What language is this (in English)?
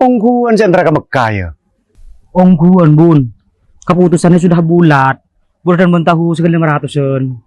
Madurese